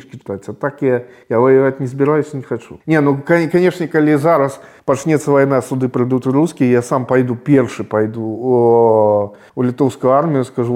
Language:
Belarusian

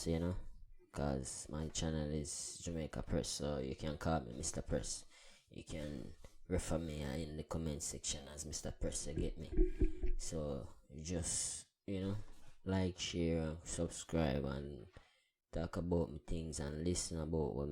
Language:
Jamaican Creole English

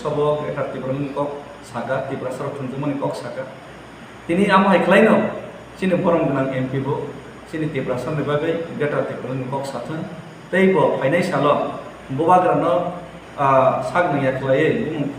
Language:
Kok Borok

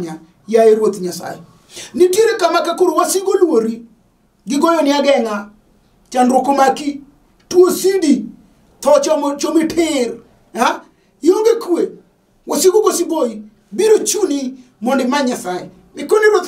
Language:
Luo (Kenya and Tanzania)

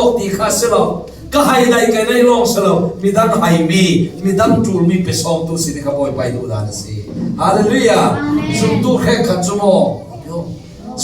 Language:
Falam Chin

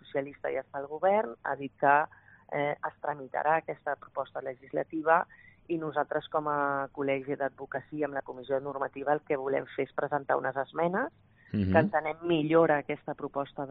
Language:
Catalan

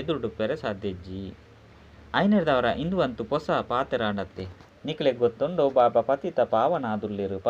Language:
Tulu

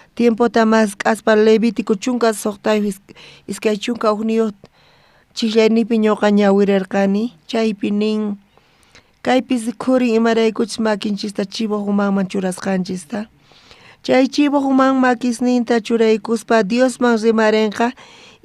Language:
South Bolivian Quechua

